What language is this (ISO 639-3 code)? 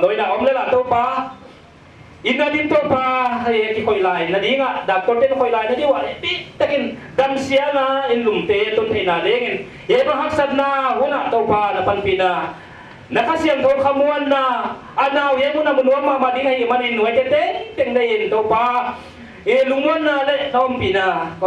pck